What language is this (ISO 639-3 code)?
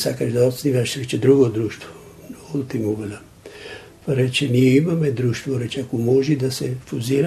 mkd